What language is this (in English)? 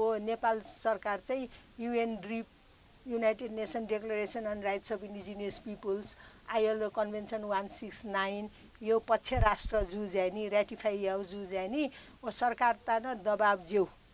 Newari